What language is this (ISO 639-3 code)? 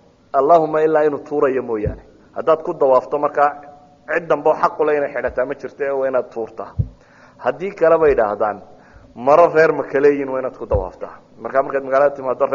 som